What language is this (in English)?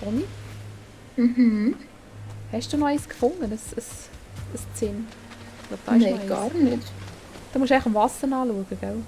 Swiss German